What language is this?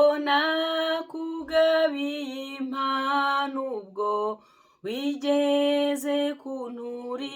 Kinyarwanda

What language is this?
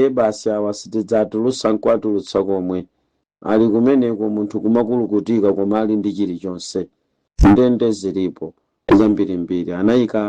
Nyanja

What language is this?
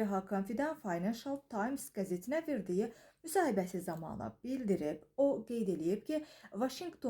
Azerbaijani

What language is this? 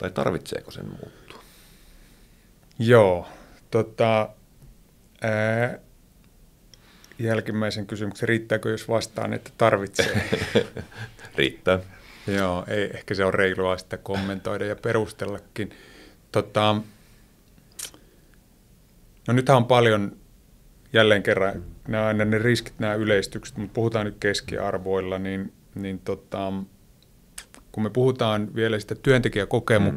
Finnish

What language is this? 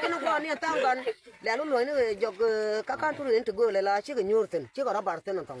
Nuer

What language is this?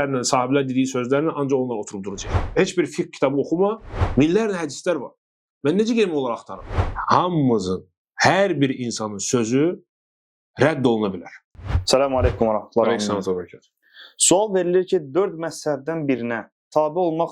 Azerbaijani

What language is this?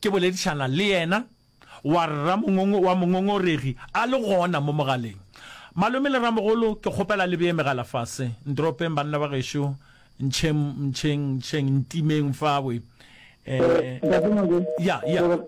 Northern Sotho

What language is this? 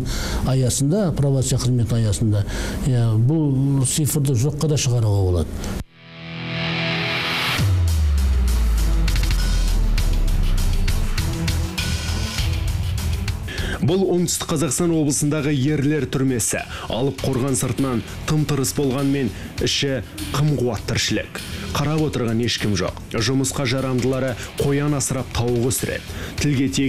Kazakh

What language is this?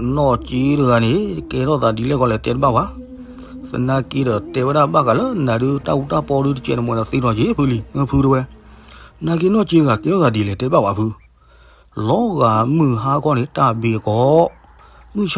S'gaw Karen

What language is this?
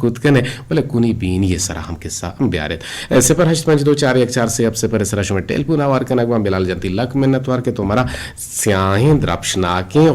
Eastern Balochi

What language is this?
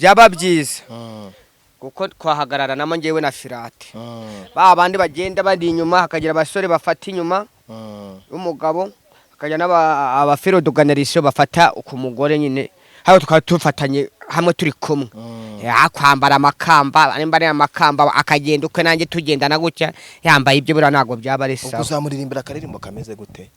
Kinyarwanda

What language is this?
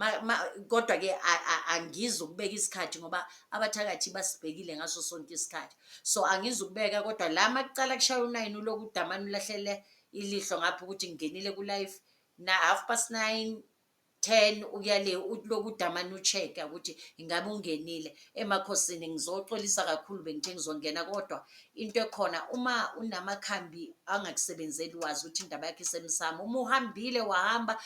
Zulu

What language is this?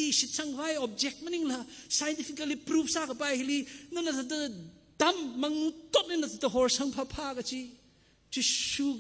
Tangkhul Naga (India)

